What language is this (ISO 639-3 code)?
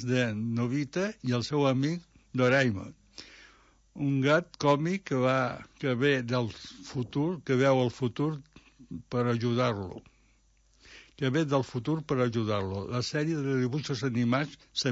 cat